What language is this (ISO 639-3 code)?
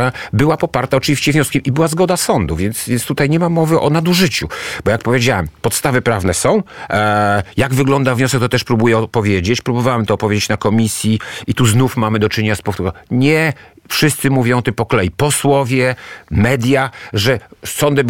pol